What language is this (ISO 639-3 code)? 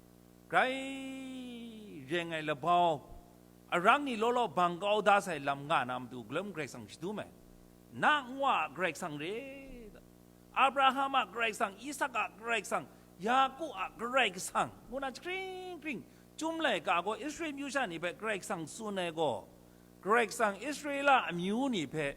kac